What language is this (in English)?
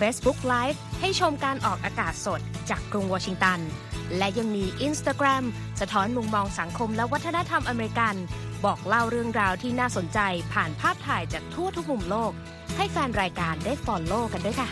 Thai